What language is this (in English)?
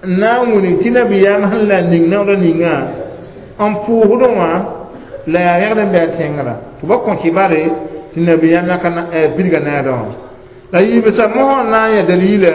Mossi